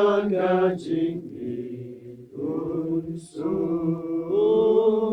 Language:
Khasi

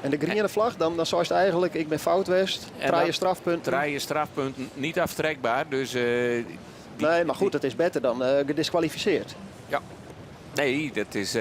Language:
Western Frisian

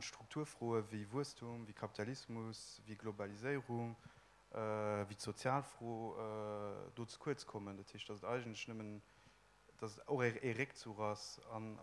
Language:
Luxembourgish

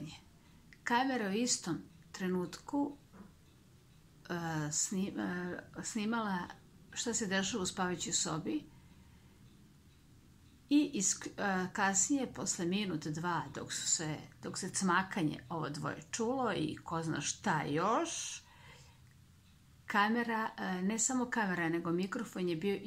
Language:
Serbian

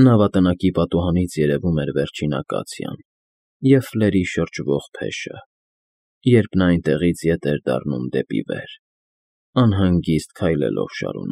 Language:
Armenian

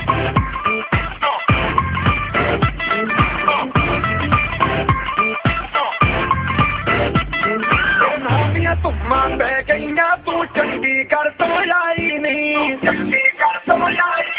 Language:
Bangla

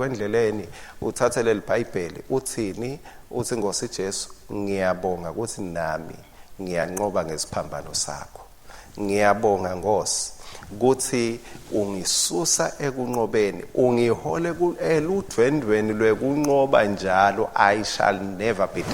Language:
Swati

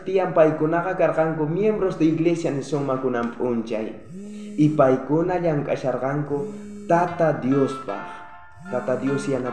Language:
South Bolivian Quechua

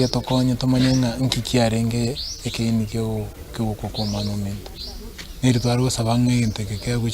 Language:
Gusii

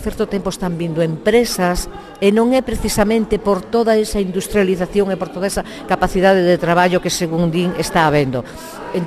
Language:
Galician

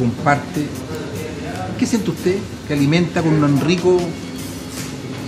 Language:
Spanish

